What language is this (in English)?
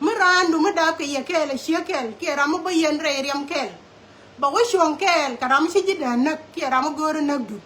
Nuer